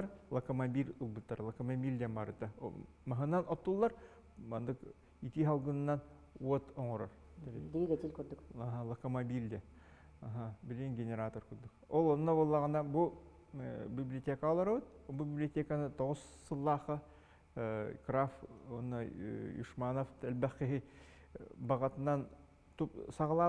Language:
Yakut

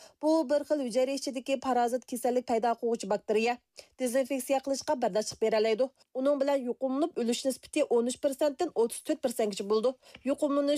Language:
Uyghur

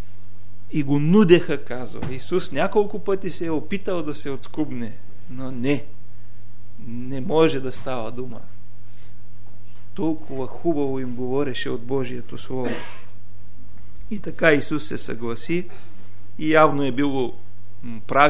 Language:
Bulgarian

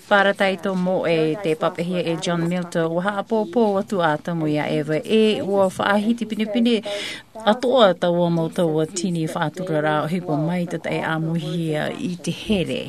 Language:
Tahitian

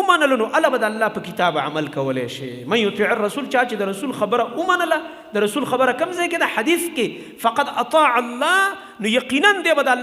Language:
Pashto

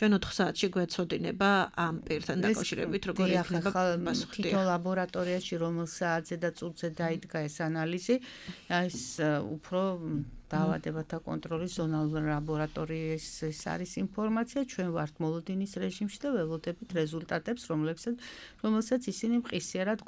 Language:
Georgian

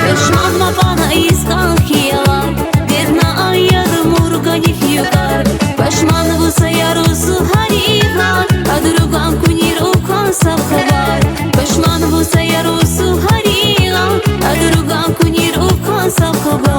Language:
Tabassaran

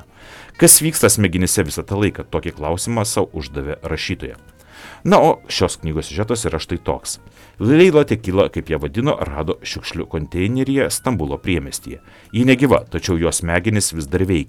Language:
Lithuanian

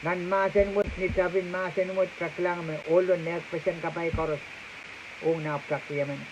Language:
Pohnpeian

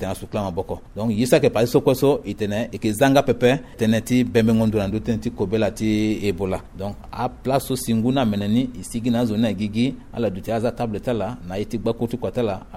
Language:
Sango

